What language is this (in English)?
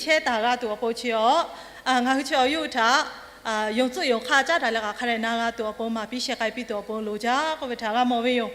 Lahu